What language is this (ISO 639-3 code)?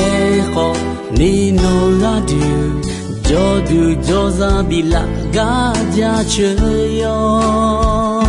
ahk